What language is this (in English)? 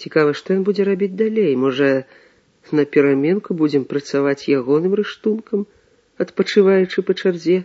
Belarusian